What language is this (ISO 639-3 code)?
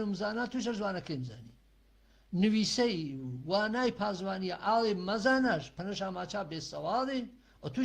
hac